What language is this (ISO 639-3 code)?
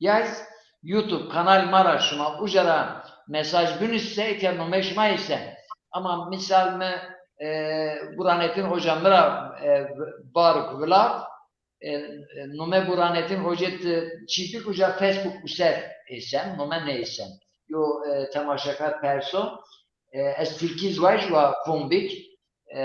zza